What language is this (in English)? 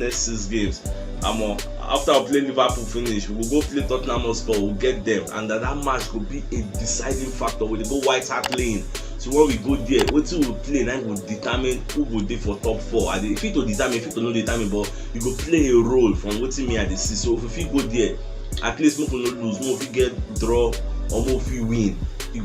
Nigerian Pidgin